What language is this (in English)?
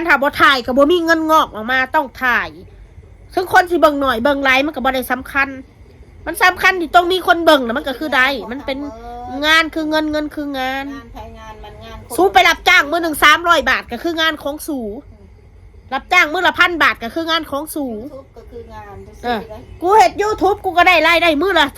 Northeastern Thai